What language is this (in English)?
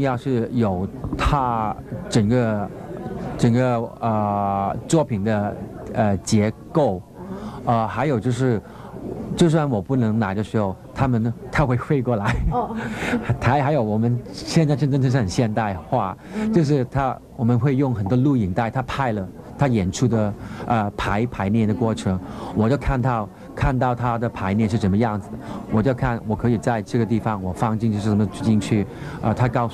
Chinese